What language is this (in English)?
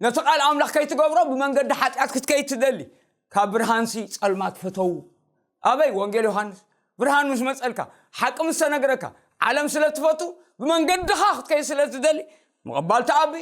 Tigrinya